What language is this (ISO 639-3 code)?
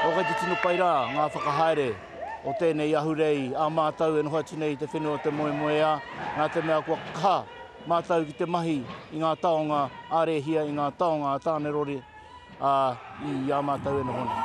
mri